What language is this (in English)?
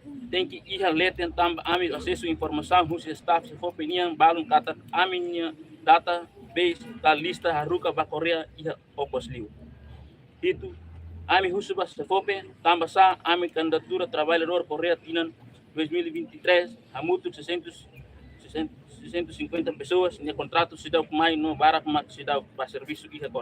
Tetum